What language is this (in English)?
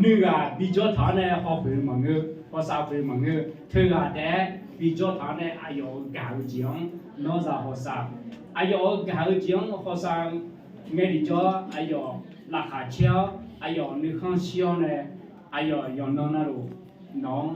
Akha